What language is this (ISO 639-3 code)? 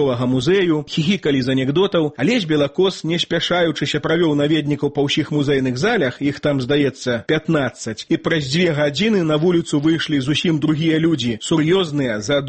bel